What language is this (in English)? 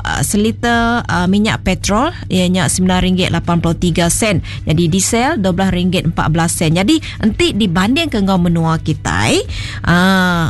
Iban